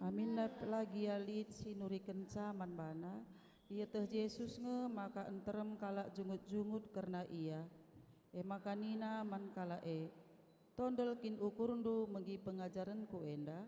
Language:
Batak Karo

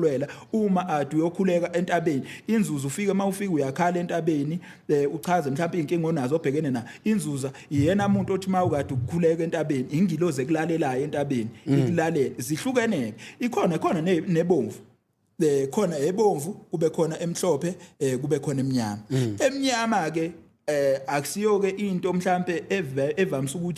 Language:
Zulu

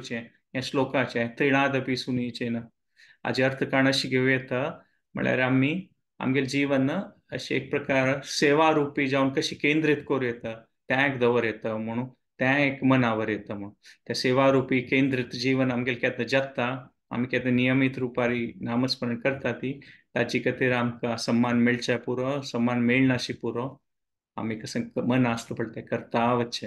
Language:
Konkani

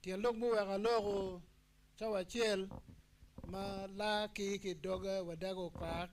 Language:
Acoli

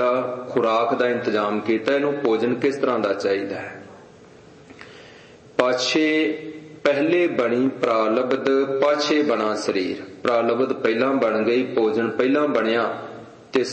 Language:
Punjabi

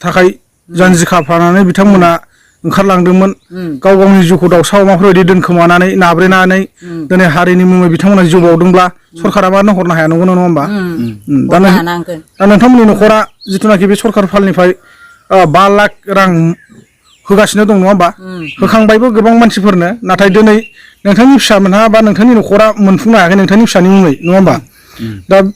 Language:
Bodo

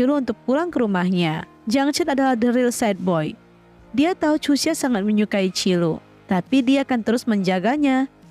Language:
Indonesian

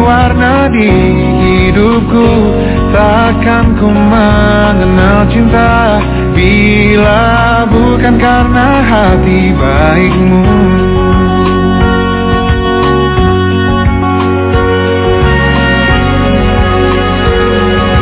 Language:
Indonesian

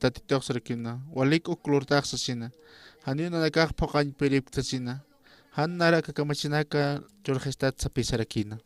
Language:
Aymara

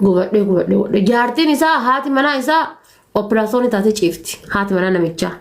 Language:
Oromo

